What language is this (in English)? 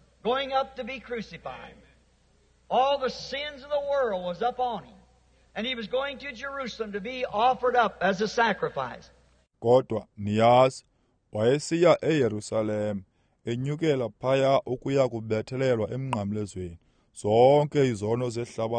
Xhosa